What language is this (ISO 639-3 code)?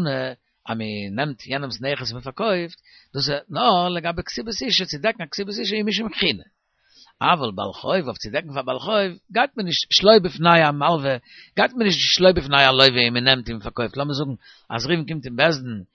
yid